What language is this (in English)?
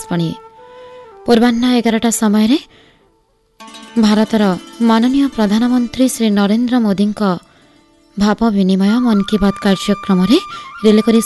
Odia